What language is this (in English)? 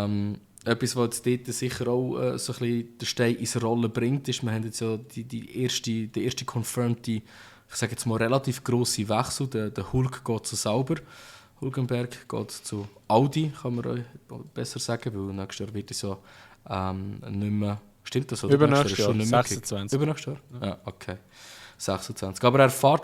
Swiss German